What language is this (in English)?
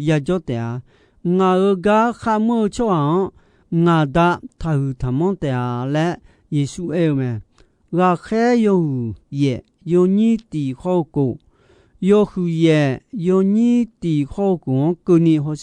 Akha